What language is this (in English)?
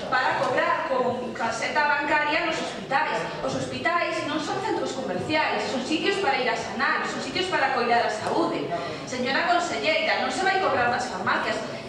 Galician